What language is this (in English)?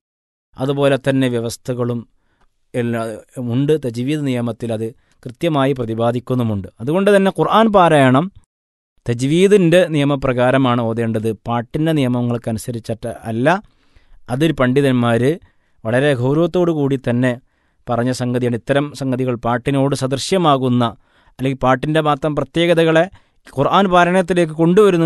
Malayalam